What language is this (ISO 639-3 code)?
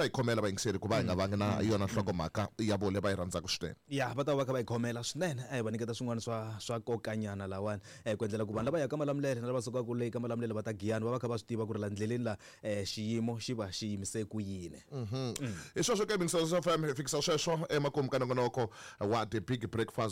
tso